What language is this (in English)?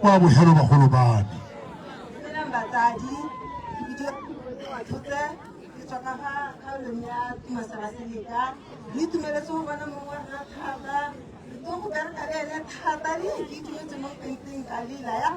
Tswana